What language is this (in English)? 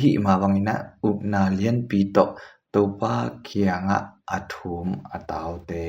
Tedim Chin